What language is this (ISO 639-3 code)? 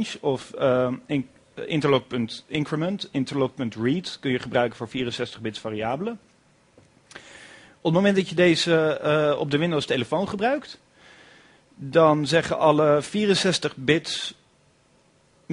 nld